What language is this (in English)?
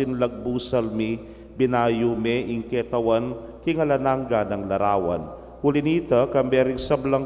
Pampanga